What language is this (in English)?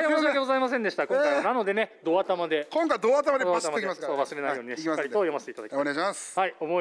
Japanese